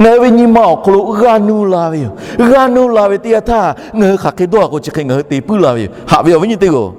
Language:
Lahu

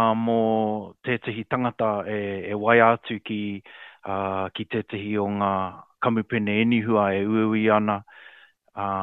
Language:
Māori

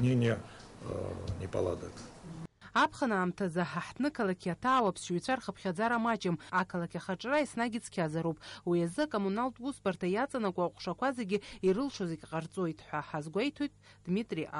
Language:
Abkhazian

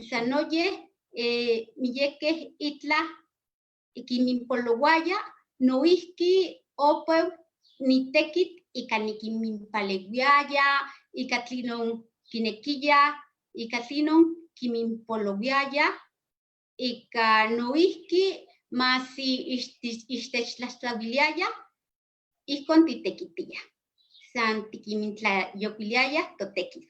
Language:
Eastern Huasteca Nahuatl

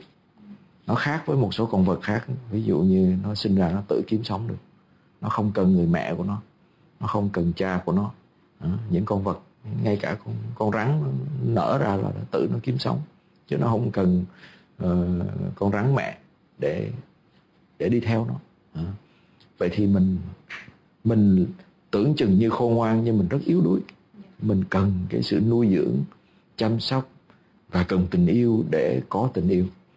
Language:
Vietnamese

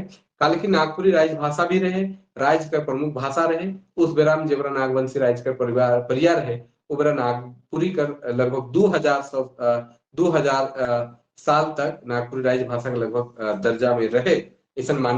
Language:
Sadri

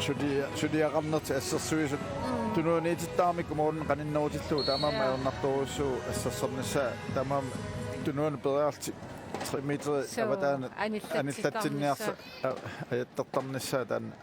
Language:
Kalaallisut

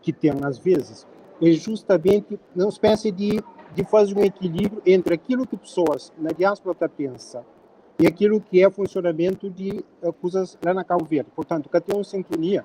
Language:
Kabuverdianu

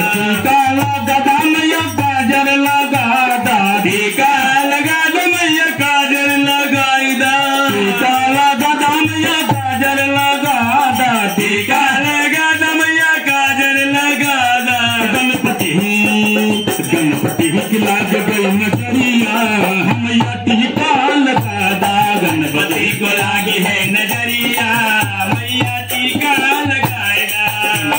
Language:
Bhojpuri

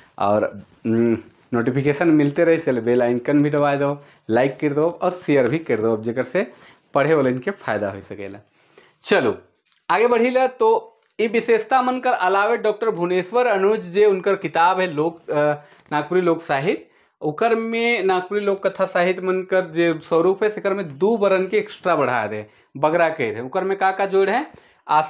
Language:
Sadri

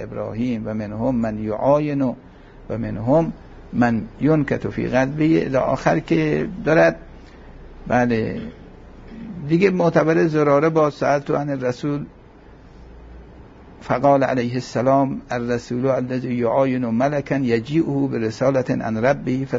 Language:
Persian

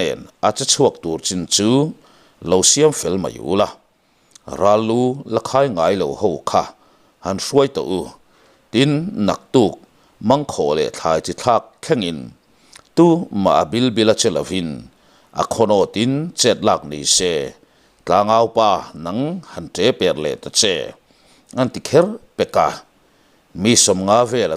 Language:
Mizo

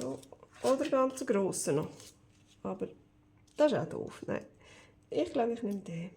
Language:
Swiss German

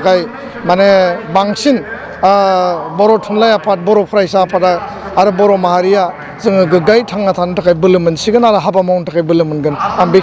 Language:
Bodo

